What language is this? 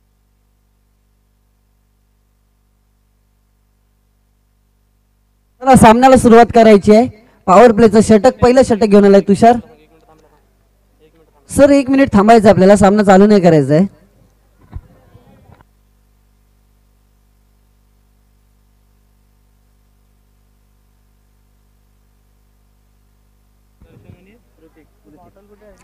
Marathi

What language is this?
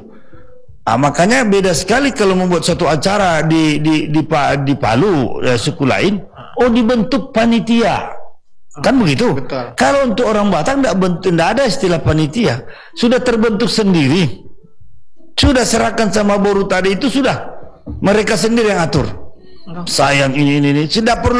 Indonesian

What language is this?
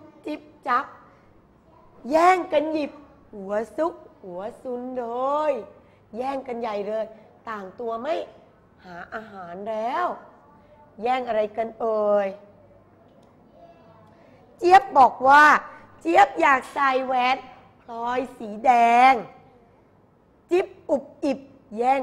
Thai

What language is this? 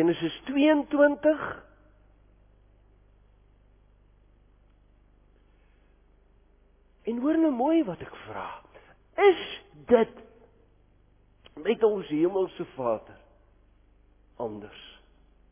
Afrikaans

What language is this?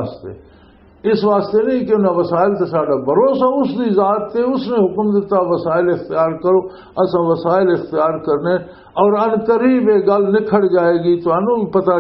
Western Panjabi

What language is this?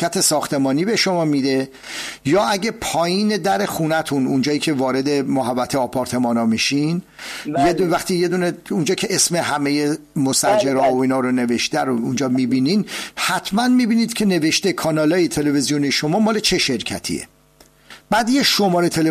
Persian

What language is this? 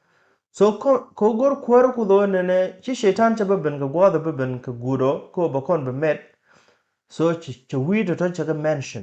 Nuer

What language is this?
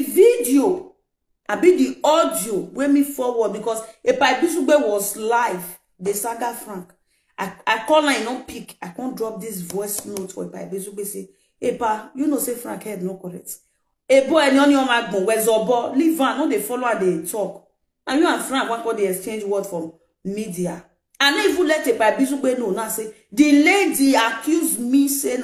Nigerian Pidgin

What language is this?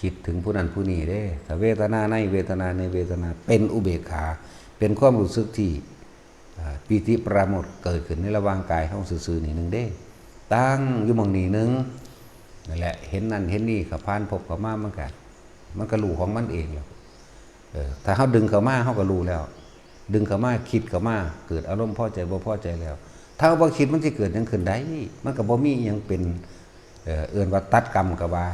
Northeastern Thai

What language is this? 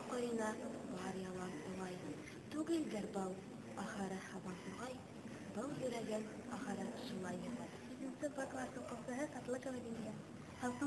Bashkir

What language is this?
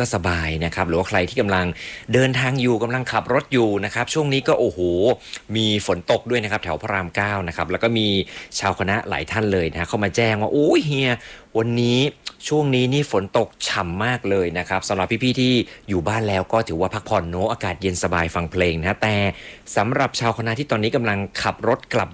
Thai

